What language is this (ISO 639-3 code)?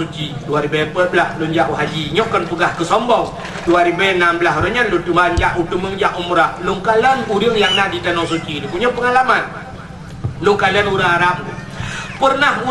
ace